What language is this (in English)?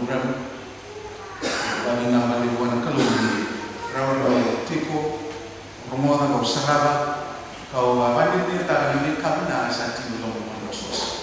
Fijian